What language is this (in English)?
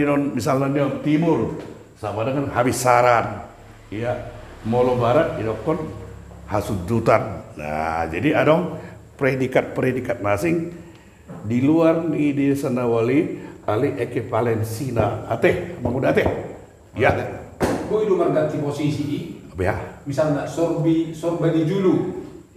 Batak Toba